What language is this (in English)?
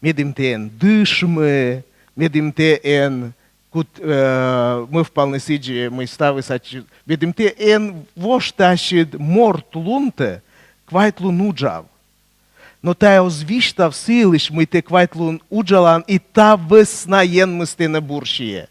Komi